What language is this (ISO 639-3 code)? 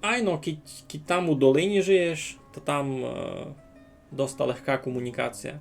rue